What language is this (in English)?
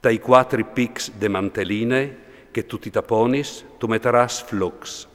Friulian